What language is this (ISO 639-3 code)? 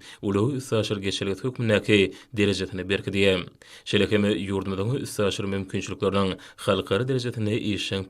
tuk